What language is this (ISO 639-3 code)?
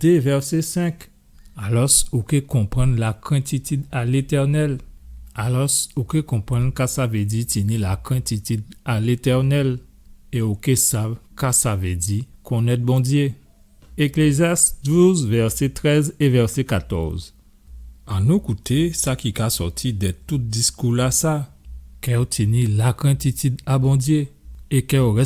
gcf